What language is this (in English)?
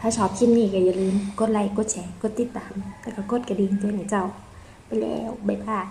Northern Thai